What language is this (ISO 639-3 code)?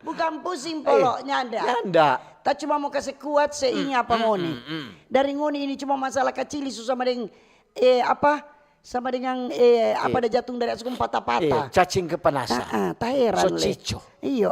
xmm